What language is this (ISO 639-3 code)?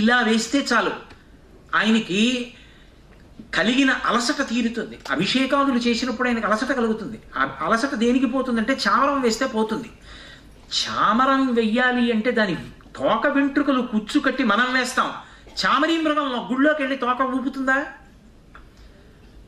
tel